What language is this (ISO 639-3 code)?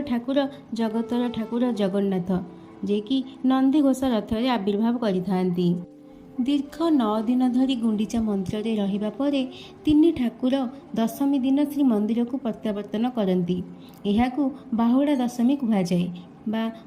ori